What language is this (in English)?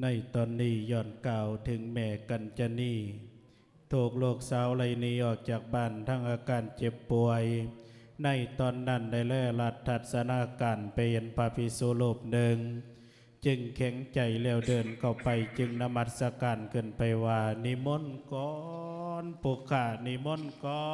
Lao